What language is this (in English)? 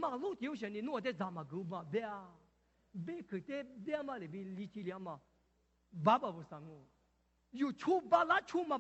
Lisu